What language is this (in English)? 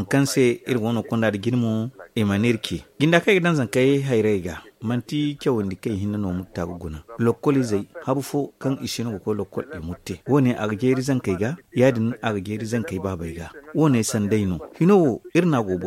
Zarma